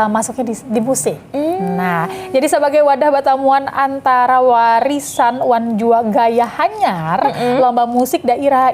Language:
Banjar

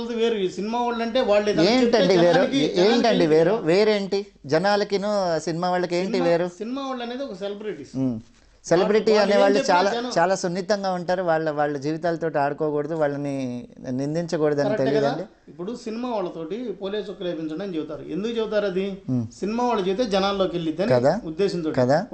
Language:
Telugu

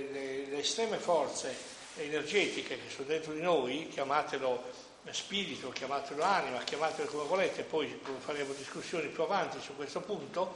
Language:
Italian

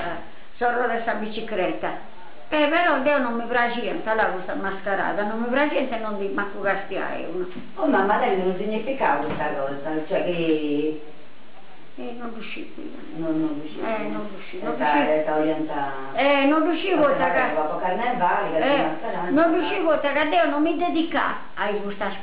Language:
Sardinian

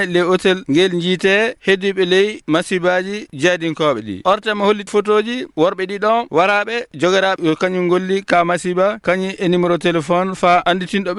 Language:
Fula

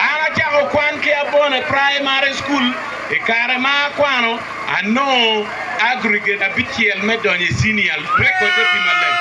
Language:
Acoli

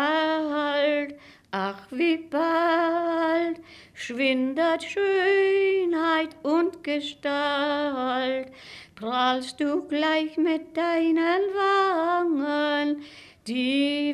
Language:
German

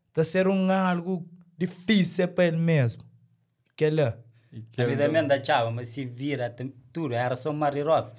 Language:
Kabuverdianu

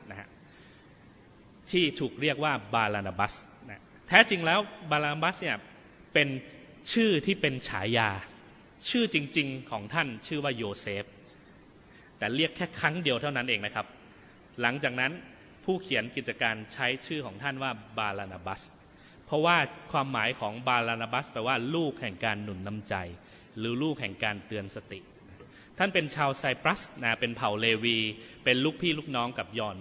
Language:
Thai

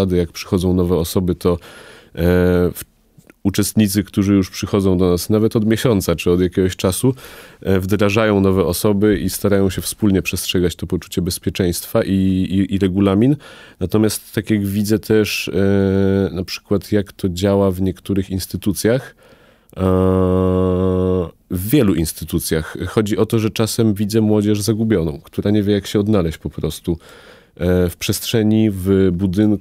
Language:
Polish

